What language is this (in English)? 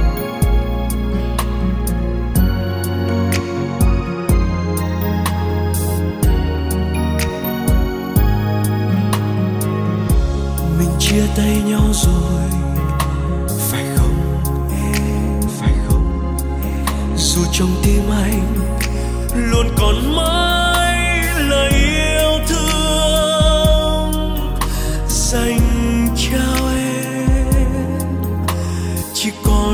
Vietnamese